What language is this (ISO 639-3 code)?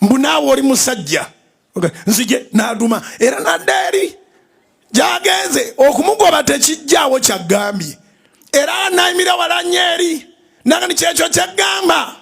lug